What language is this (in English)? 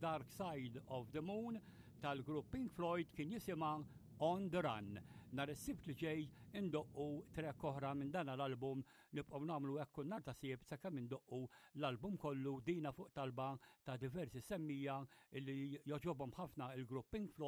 Maltese